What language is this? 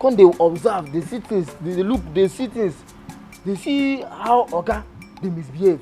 Nigerian Pidgin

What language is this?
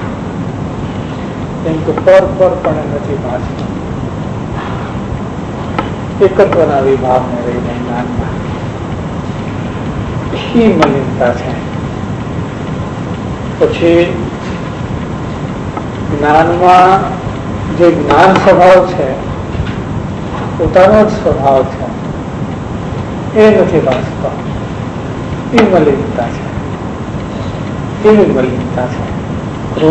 Gujarati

